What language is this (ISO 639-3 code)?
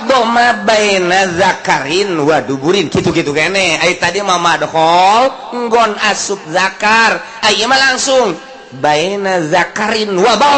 sun